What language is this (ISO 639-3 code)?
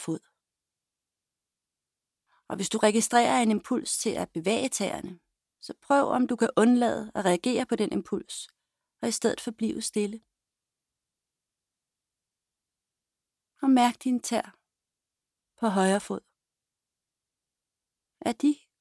dan